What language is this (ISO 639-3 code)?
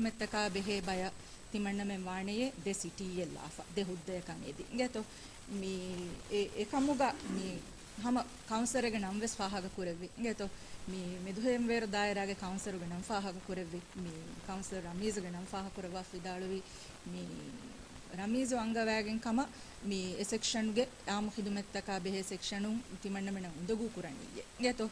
div